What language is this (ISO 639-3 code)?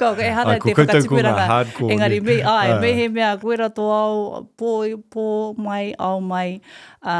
mri